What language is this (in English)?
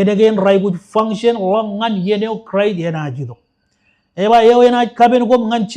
Marshallese